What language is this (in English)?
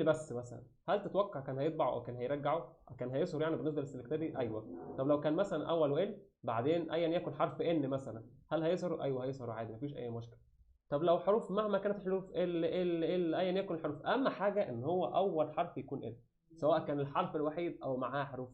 Egyptian Arabic